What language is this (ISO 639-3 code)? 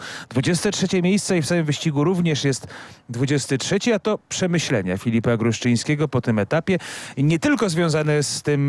pol